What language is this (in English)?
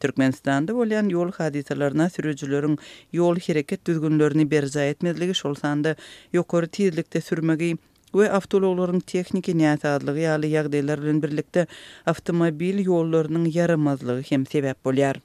Turkmen